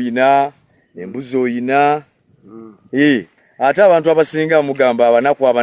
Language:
Ganda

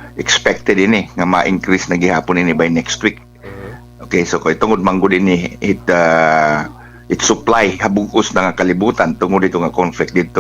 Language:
Waray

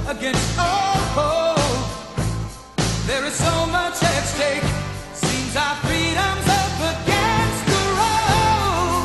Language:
English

